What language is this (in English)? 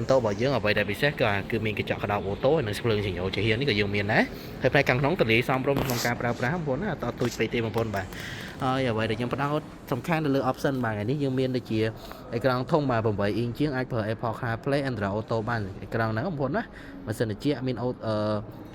Khmer